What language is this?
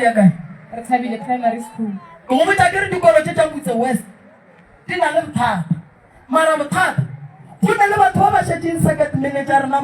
Northern Sotho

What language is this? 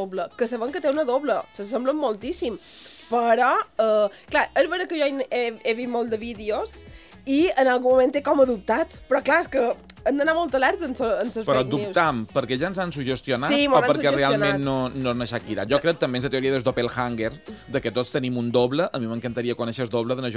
Catalan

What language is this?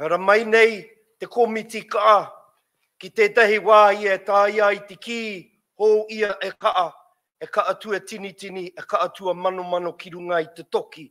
Māori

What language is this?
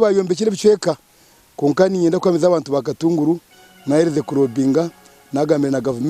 Nyankole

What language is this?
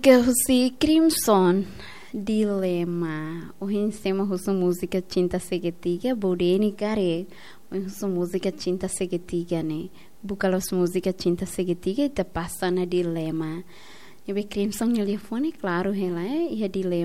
Tetum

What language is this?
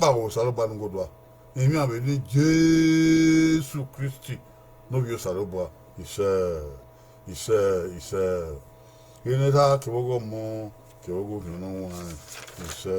Bini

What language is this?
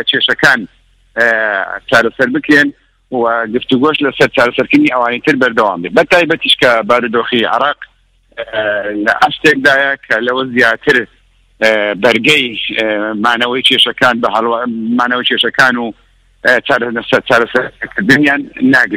Central Kurdish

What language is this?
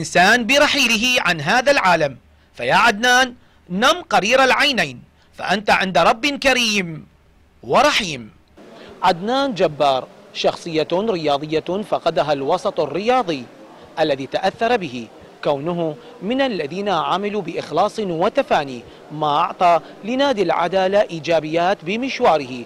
Arabic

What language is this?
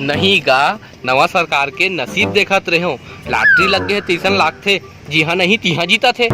Chhattisgarhi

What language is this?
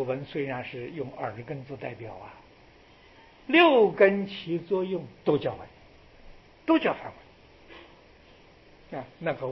Chinese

